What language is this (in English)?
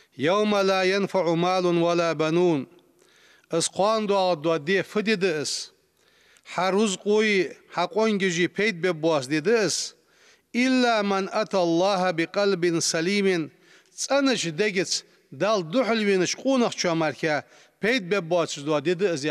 Ingush